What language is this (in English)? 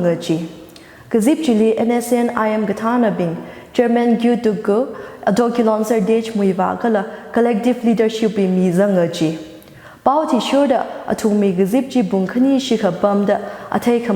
Tangkhul Naga (India)